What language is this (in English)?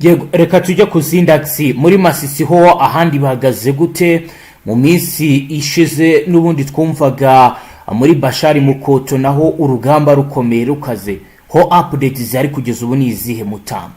Kinyarwanda